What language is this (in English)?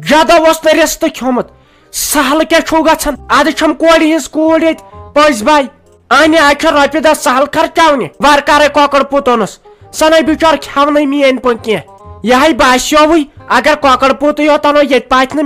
Kashmiri